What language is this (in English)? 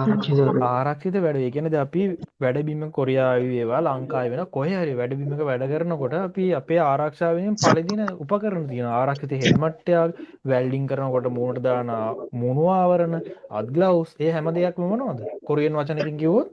Sinhala